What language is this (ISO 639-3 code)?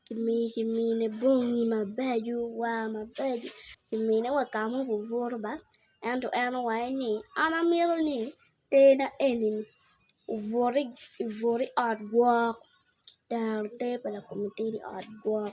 ach